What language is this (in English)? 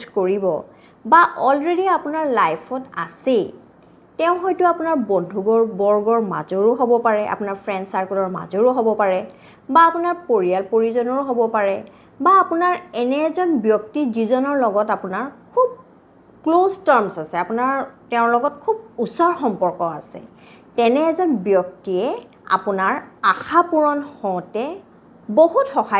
Assamese